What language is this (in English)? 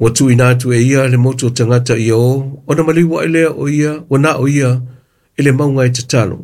Samoan